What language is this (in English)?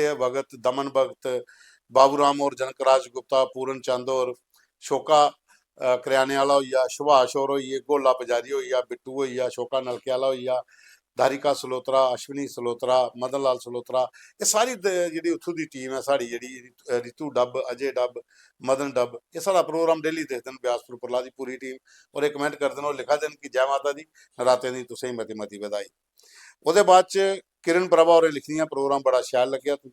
Dogri